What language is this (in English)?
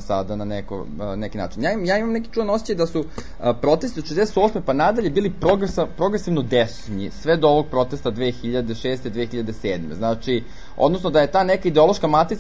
Serbian